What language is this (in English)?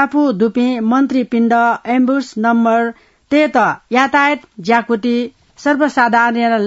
Newari